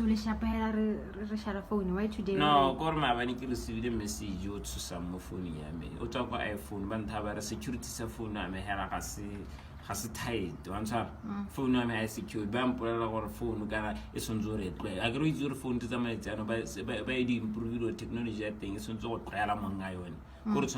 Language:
Tswana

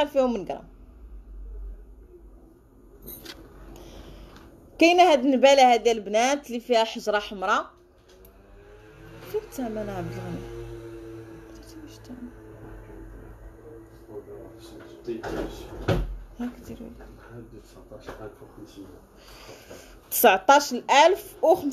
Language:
Moroccan Arabic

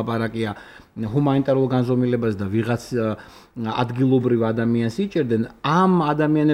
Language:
Georgian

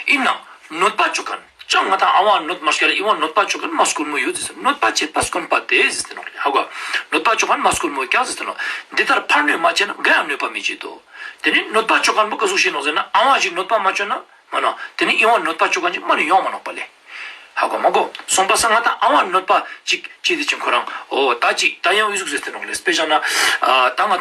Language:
Ladakhi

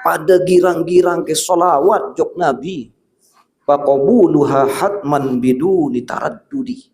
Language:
Sasak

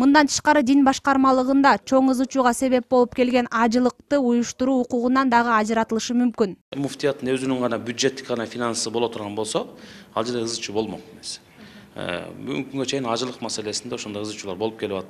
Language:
Kyrgyz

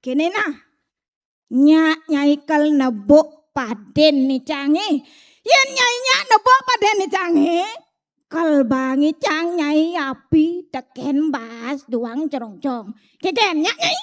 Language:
Balinese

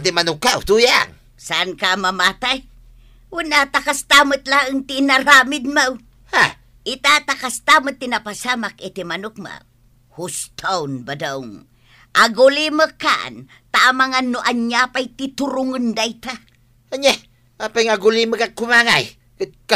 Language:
Iloko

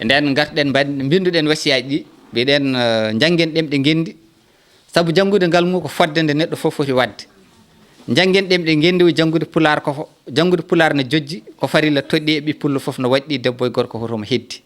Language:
Fula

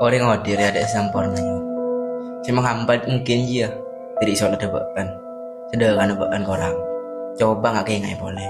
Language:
Madurese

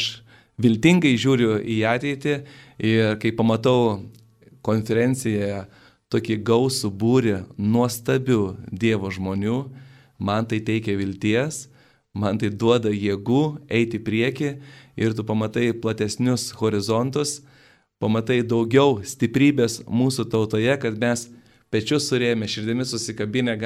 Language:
Lithuanian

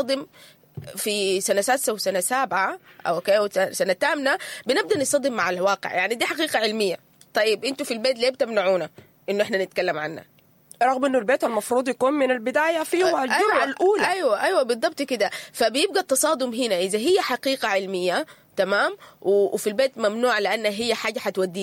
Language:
Sudanese Arabic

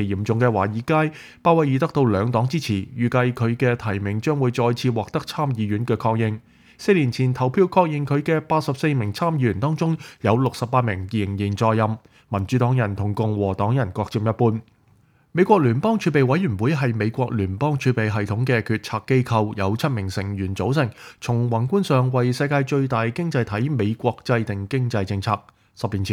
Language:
Cantonese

